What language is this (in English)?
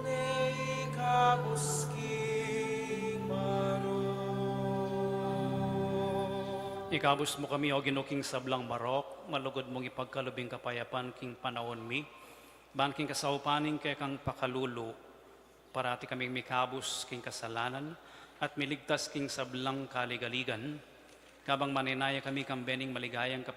Pampanga